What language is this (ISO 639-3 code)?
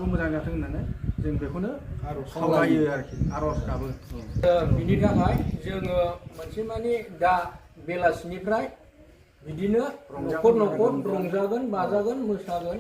brx